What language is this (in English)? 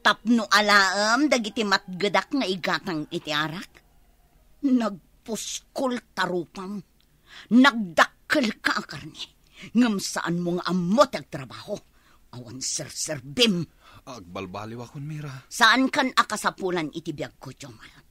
Iloko